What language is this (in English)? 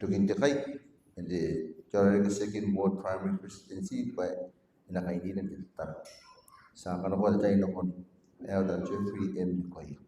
Gilbertese